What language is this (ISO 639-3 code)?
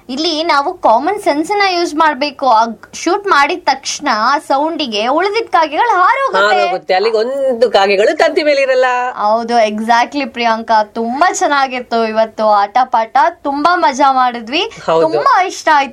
kan